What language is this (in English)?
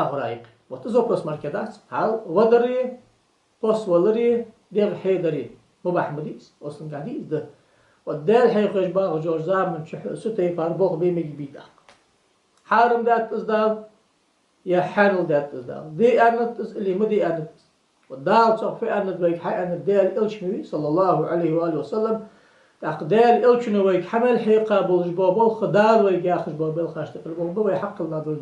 Ingush